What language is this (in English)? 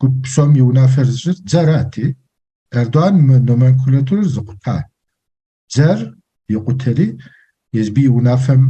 Kabardian